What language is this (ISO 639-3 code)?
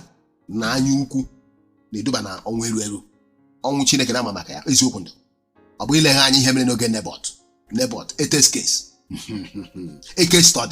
ibo